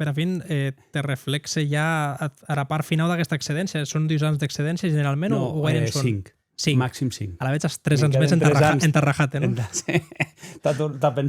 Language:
Occitan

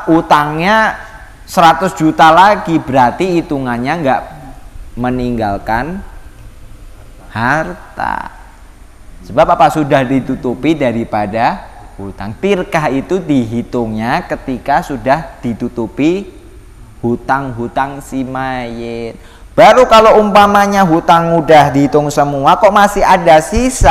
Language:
Indonesian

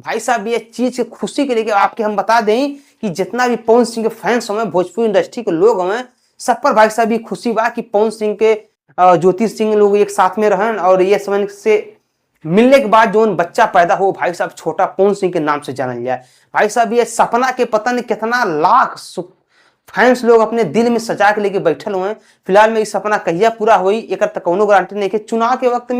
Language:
Bhojpuri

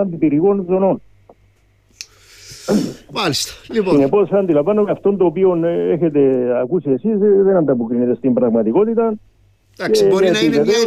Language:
Greek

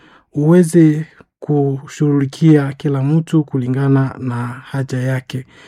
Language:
Swahili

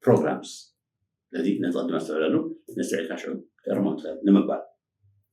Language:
Tigrinya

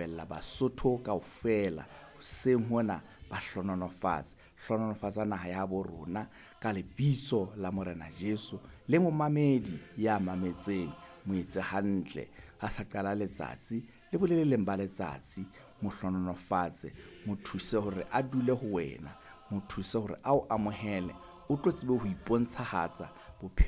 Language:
Southern Sotho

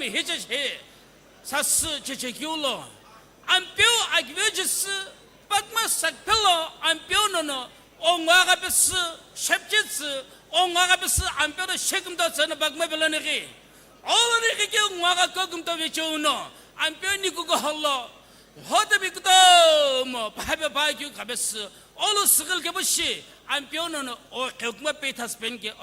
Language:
Sumi Naga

